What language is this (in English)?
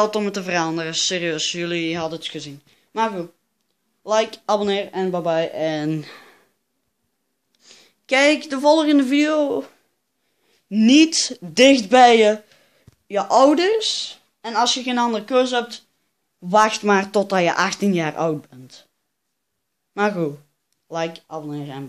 Dutch